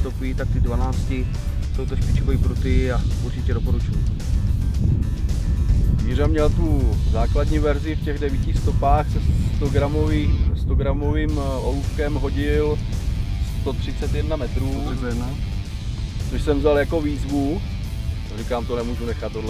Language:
Czech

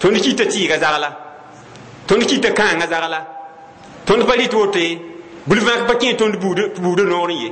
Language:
Mossi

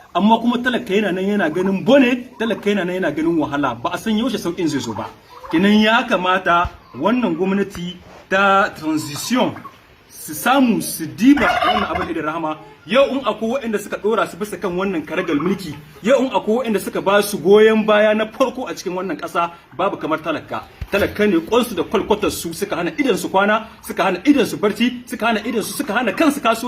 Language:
Hausa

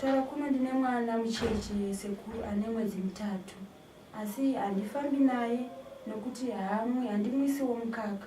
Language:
Shona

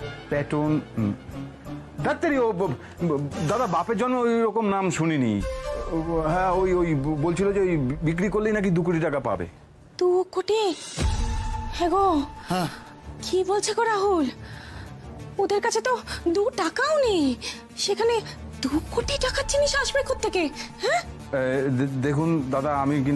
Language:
Bangla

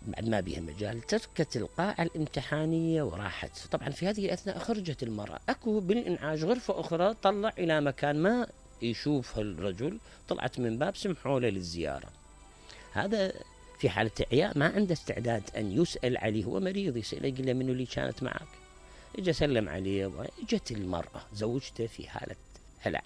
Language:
Mesopotamian Arabic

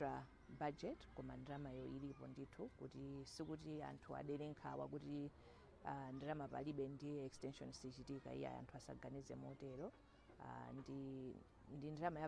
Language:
Nyanja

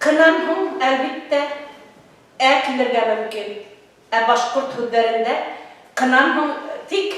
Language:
Bashkir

